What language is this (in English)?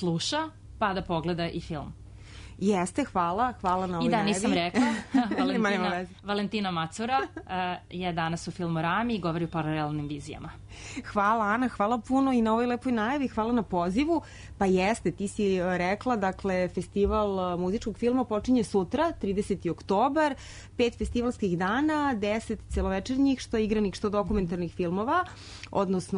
Serbian